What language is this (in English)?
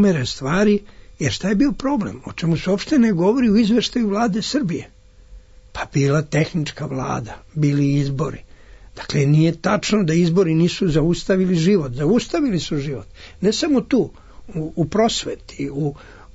Serbian